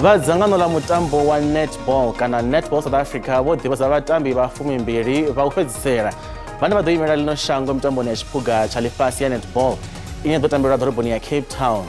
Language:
Venda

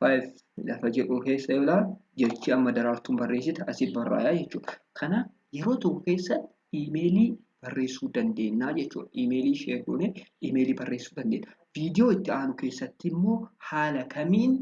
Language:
Oromo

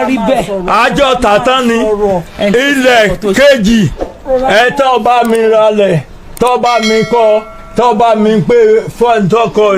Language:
Yoruba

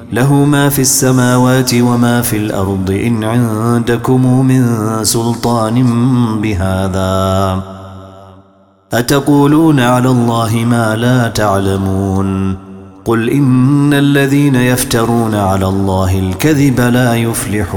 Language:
Arabic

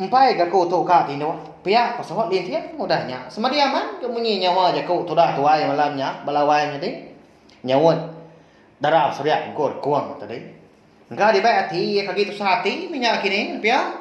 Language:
Iban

